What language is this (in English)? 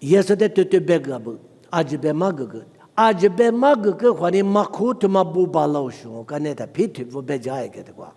Lisu